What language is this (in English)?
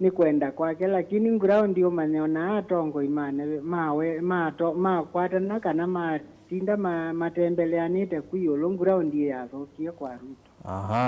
Kamba